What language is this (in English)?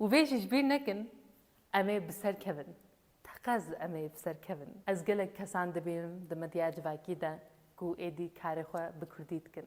Kurdish